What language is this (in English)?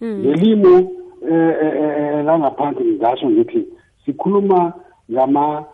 South Ndebele